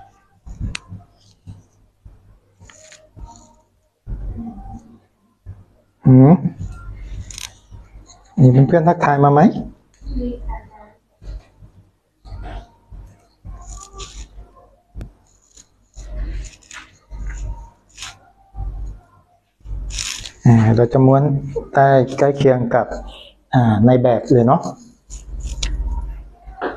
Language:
Thai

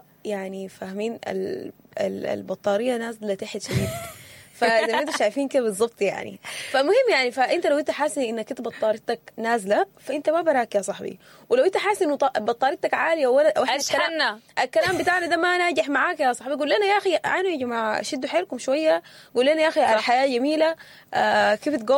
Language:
Sudanese Arabic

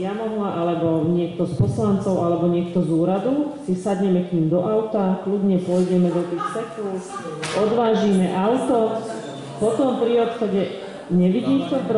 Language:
Slovak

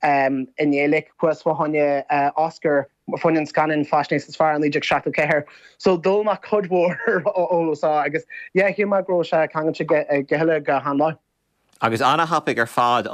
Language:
Irish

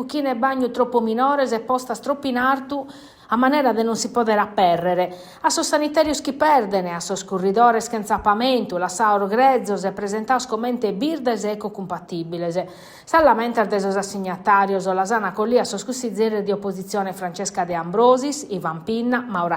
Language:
Sardinian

